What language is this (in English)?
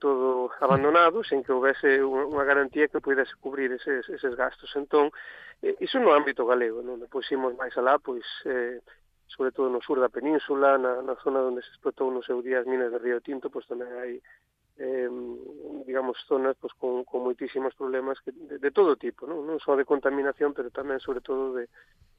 Galician